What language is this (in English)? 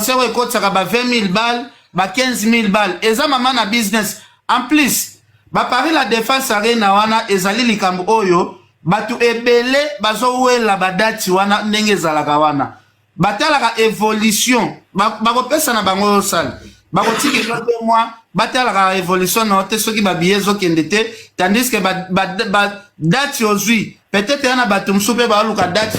Lingala